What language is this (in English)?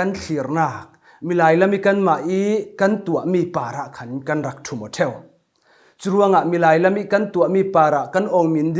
Falam Chin